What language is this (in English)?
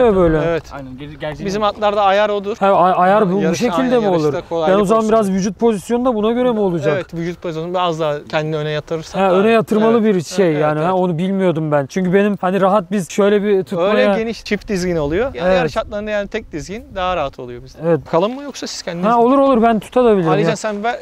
Turkish